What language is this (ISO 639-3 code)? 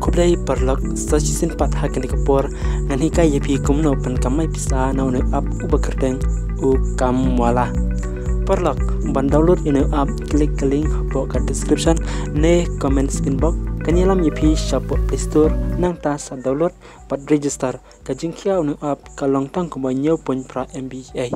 kha